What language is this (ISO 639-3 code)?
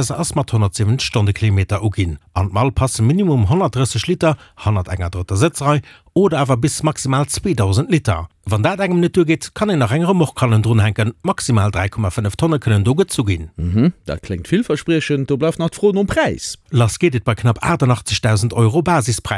ltz